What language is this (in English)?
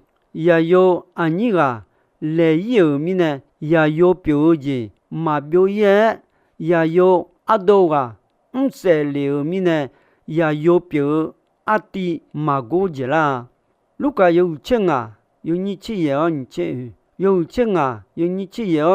Akha